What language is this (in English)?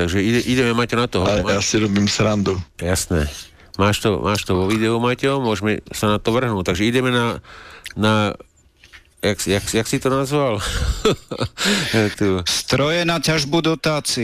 Slovak